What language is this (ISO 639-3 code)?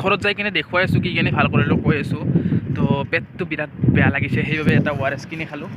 asm